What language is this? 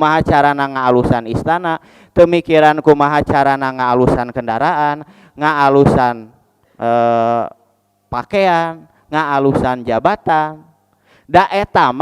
Sundanese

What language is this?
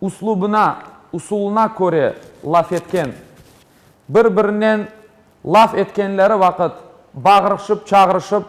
Crimean Tatar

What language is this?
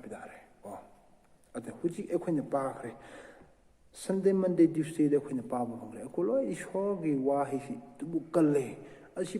Manipuri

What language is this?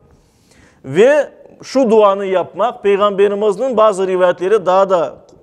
Crimean Tatar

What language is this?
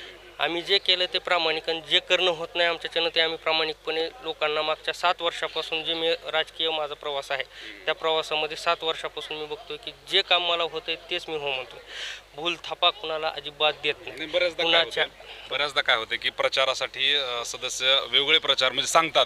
Marathi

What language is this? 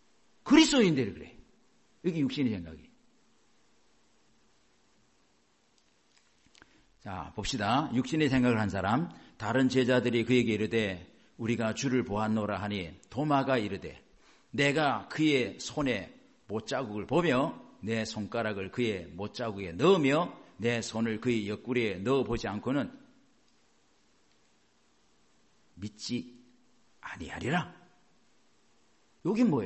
Korean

